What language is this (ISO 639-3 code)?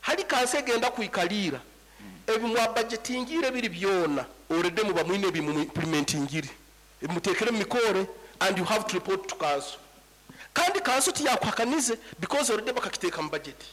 nyn